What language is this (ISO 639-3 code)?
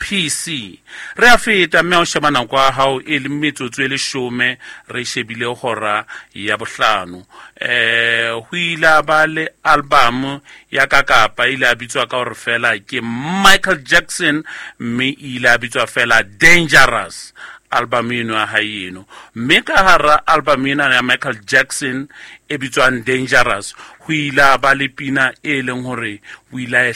sot